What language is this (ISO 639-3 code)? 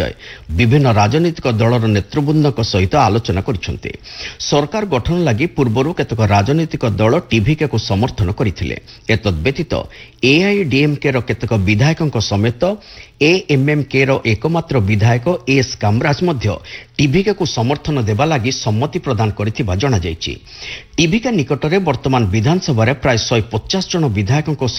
ori